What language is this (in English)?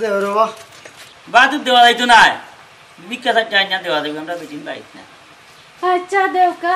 Sylheti